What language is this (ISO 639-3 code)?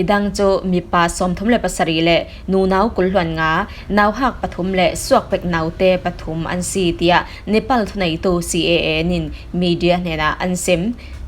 cfm